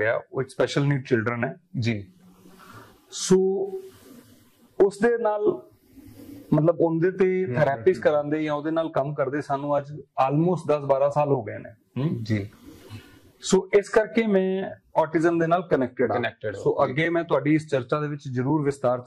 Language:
Punjabi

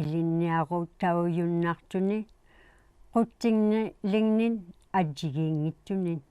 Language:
Inuktitut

